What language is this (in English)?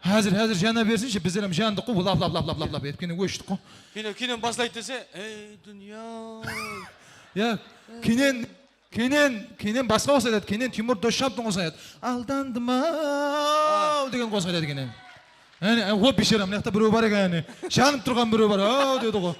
Kara-Kalpak